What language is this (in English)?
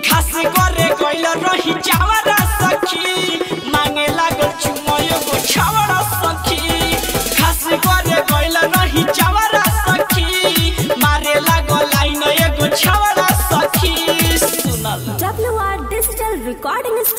Bhojpuri